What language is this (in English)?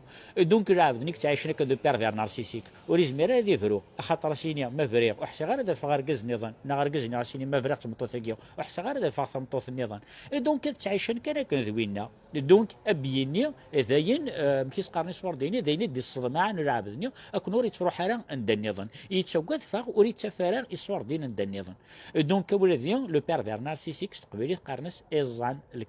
Kabyle